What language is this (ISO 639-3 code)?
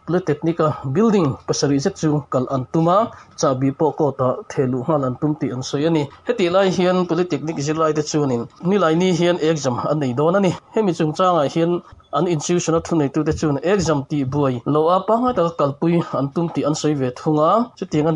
lus